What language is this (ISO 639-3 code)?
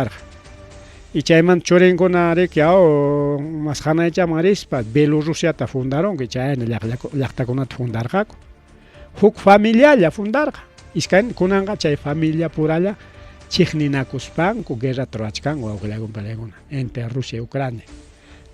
quy